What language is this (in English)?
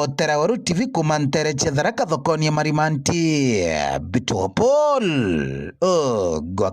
Meru